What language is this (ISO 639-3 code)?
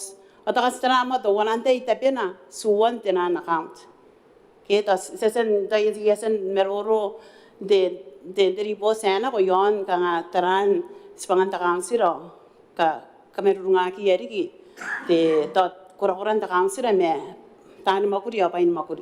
gil